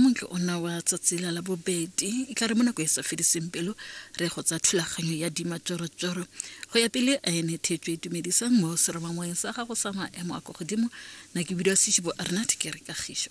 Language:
Tswana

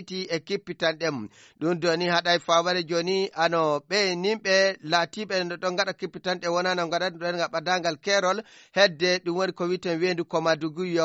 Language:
Fula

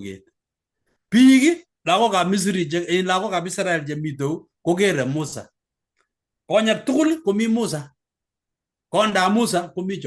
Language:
Kalenjin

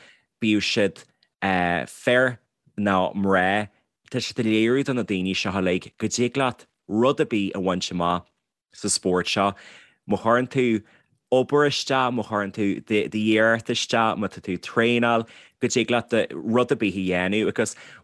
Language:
Irish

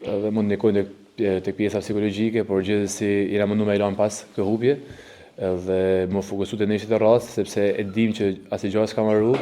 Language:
Albanian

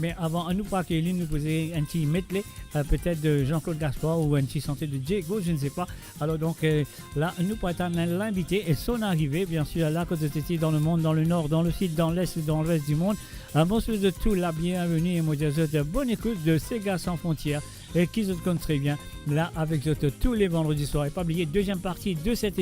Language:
Morisyen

